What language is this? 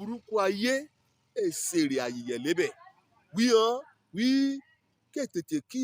Yoruba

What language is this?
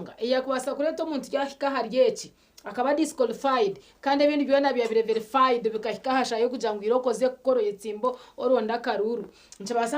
Nyankole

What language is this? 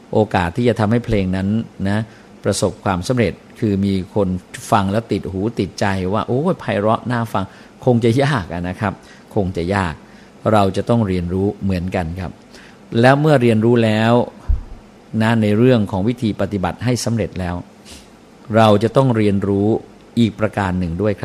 Thai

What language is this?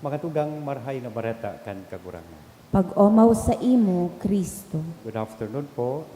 Bikol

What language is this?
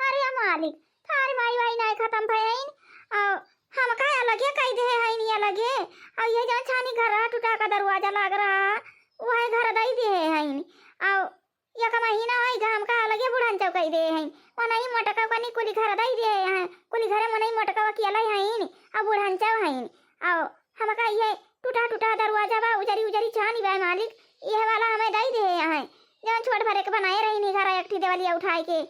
Awadhi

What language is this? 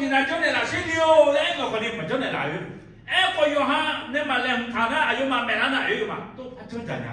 Akha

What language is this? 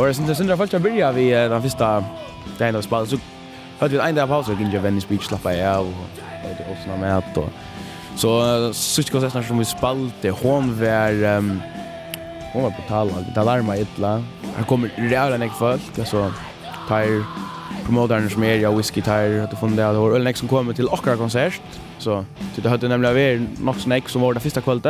Faroese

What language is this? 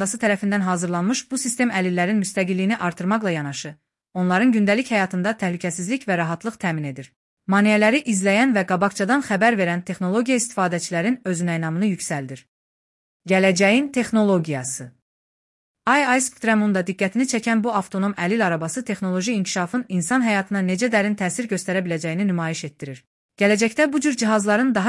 Azerbaijani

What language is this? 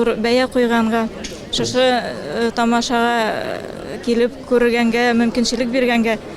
Tatar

